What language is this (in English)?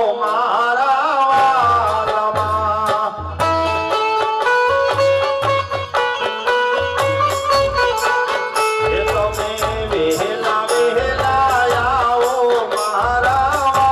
Gujarati